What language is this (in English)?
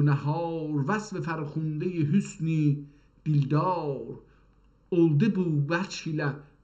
South Azerbaijani